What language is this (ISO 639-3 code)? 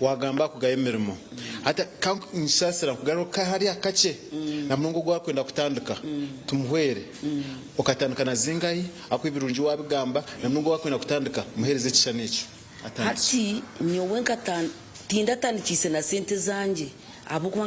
nyn